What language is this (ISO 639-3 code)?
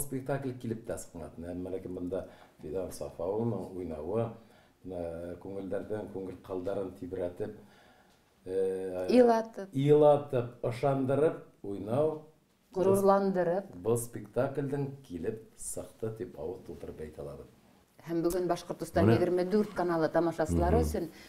bak